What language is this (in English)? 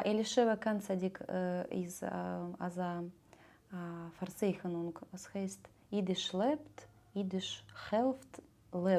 Yiddish